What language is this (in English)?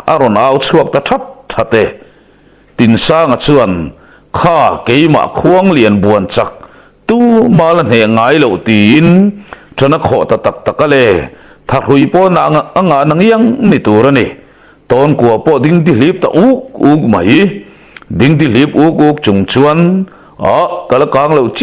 Mizo